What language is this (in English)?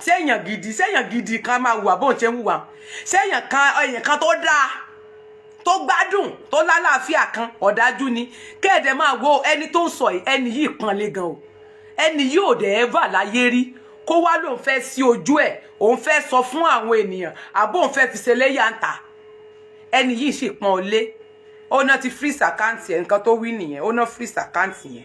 Yoruba